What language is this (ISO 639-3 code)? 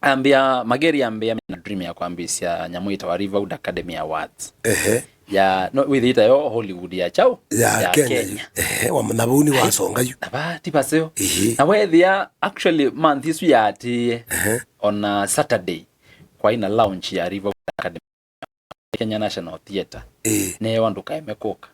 kam